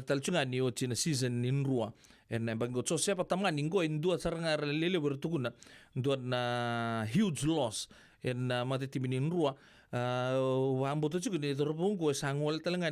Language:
Fijian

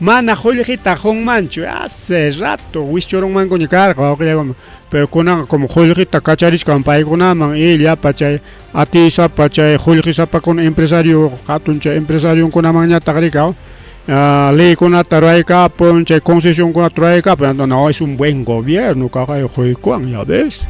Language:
Ayacucho Quechua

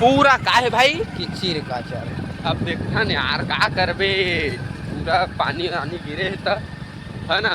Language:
Chhattisgarhi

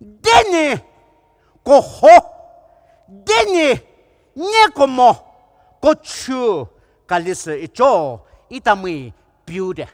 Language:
Poumei Naga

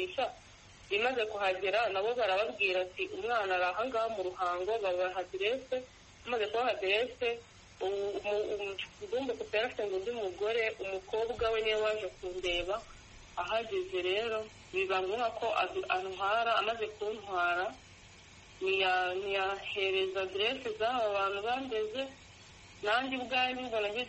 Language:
Kinyarwanda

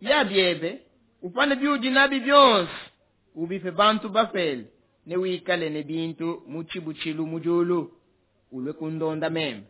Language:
Luba-Lulua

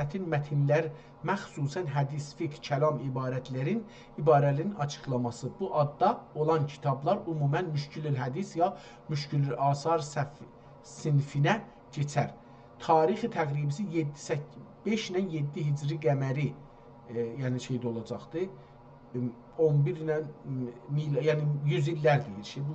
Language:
South Azerbaijani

